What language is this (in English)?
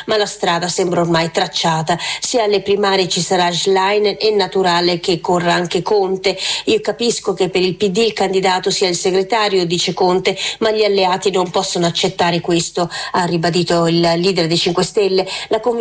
Italian